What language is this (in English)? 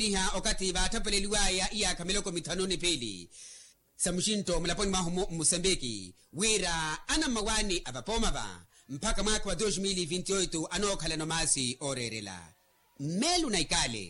Makhuwa